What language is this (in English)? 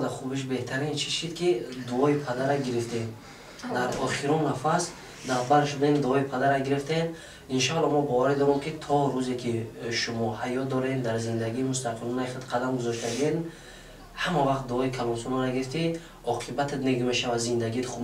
Tajik